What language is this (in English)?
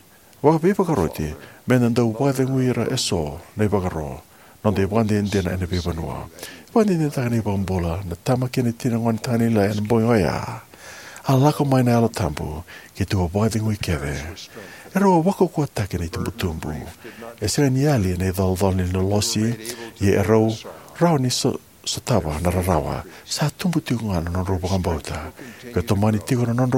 Fijian